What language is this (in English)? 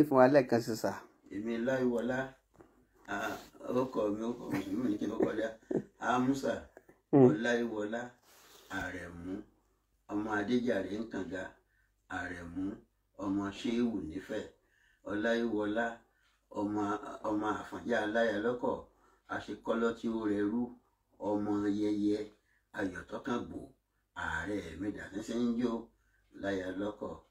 Yoruba